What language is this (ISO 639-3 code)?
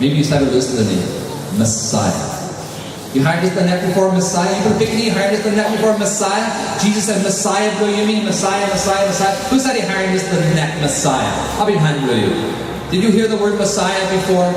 tpi